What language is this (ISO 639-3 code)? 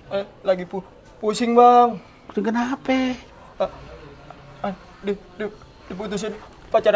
bew